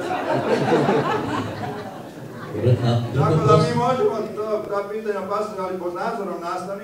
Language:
Croatian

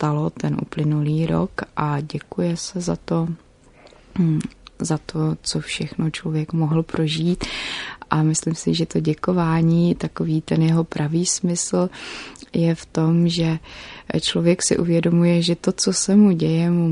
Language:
Czech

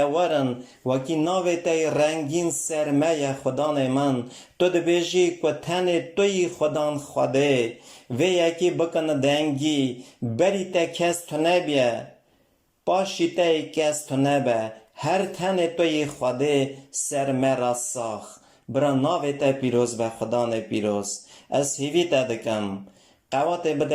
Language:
Kurdish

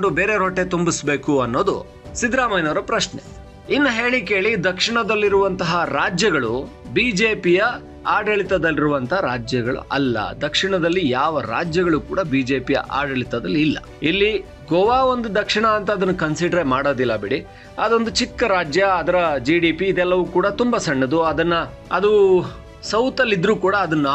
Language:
Kannada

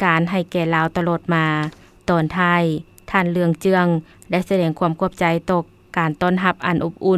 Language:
Lao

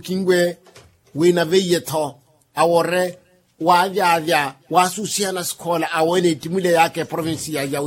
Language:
Makhuwa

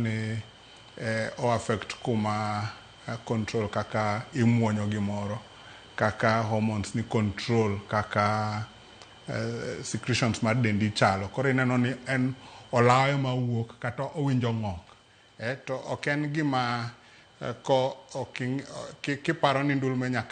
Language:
Luo (Kenya and Tanzania)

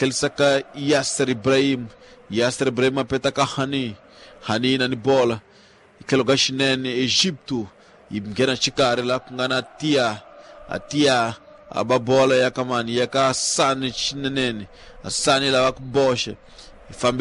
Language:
Tsonga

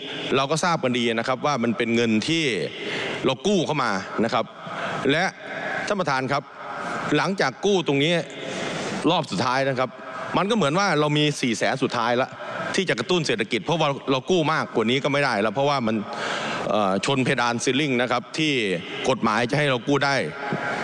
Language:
Thai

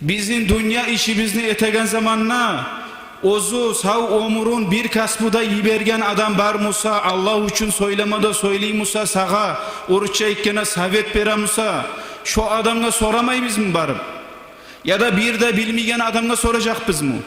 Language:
Kumyk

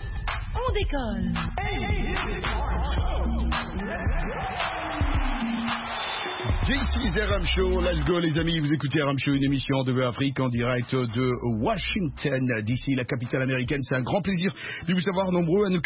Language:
French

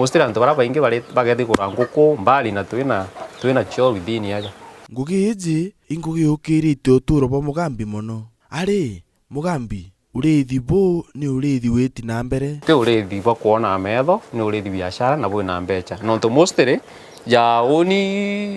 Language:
Meru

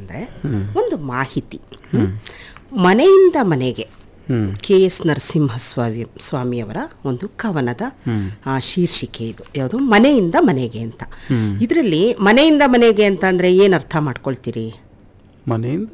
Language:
Kannada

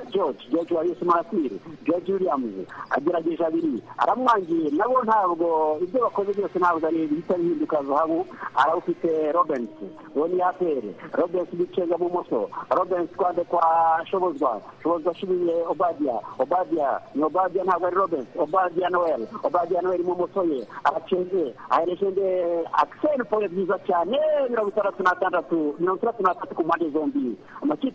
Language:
Kinyarwanda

